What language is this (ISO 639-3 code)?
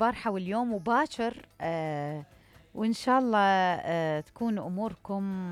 acm